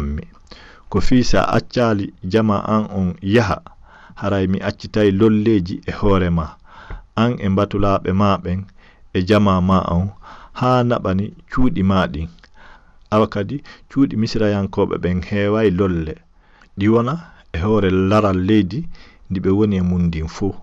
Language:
Fula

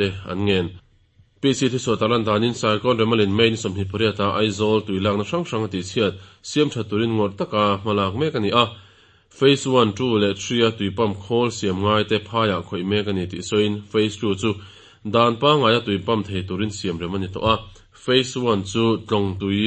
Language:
Mizo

